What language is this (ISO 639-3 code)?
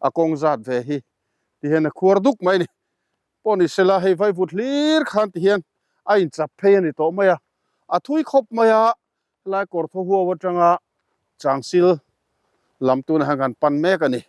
lus